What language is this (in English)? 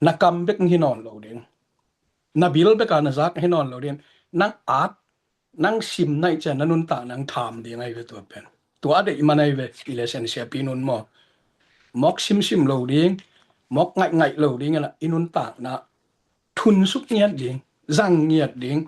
Tedim Chin